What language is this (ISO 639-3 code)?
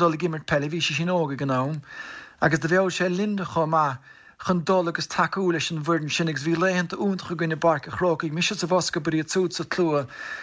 gle